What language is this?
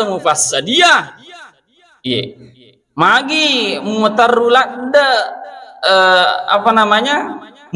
Buginese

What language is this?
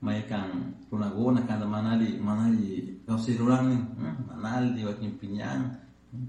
Chimborazo Highland Quichua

